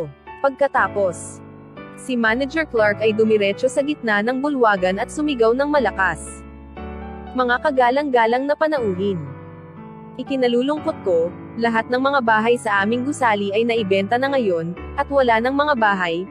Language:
Filipino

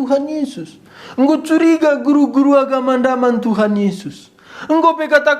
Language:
Batak Karo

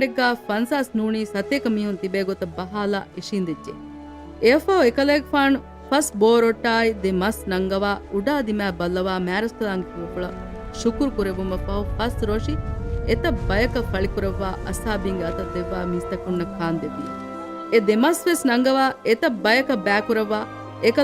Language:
Divehi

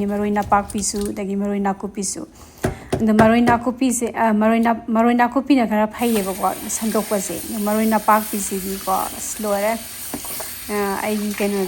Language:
Manipuri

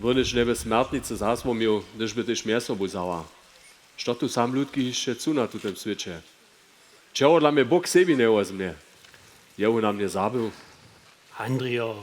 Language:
Upper Sorbian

